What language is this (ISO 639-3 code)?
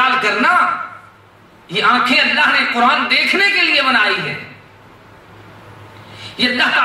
urd